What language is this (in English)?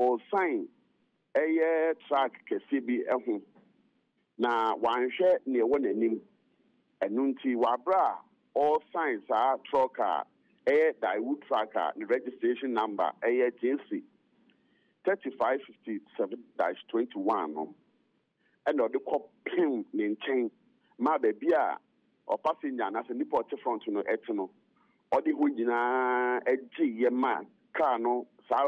Akan